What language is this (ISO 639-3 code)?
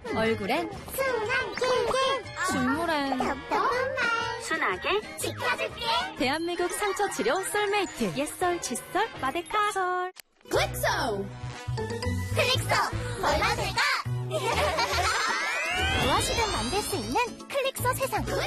kor